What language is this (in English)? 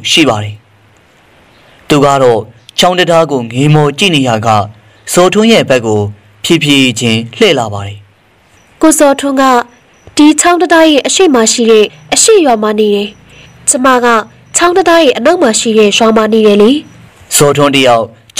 Burmese